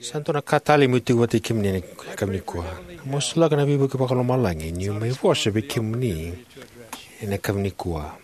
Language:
Fijian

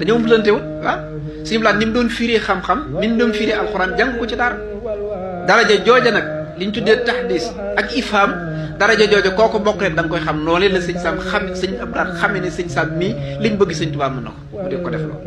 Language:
Wolof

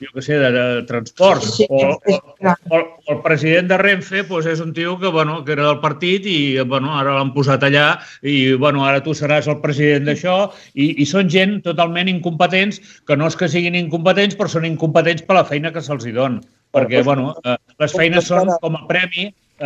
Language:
Catalan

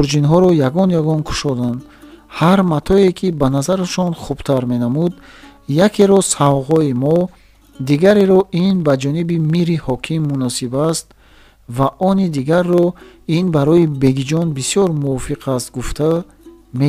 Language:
Tajik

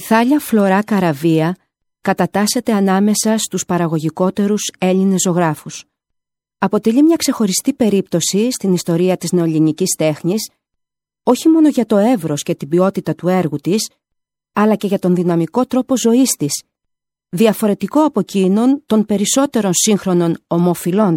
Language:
Greek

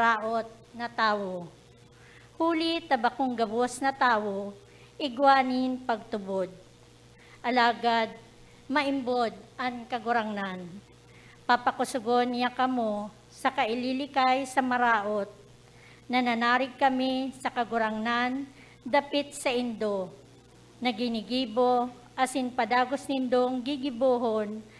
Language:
Bikol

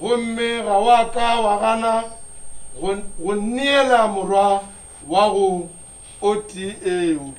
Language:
Northern Sotho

